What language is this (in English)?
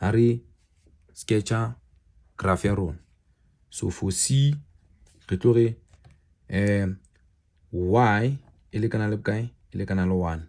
Southern Sotho